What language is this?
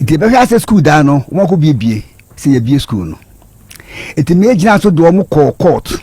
Akan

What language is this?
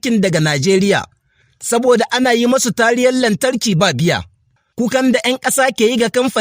Hausa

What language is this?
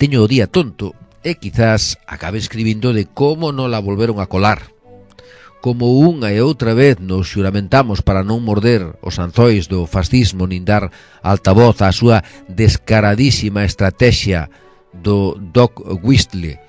Galician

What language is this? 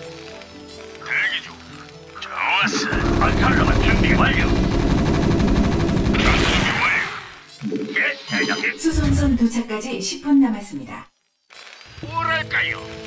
Korean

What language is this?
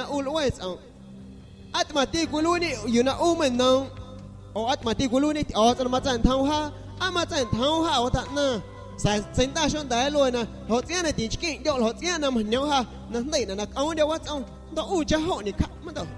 San Pedro Amuzgos Amuzgo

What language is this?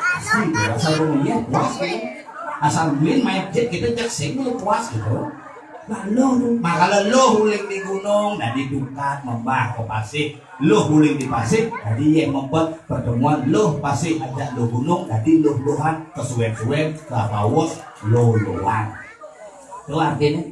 Balinese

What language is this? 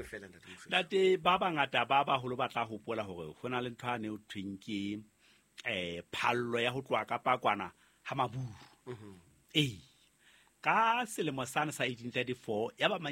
Southern Sotho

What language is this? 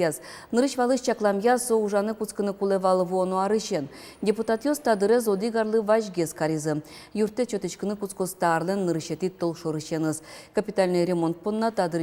Udmurt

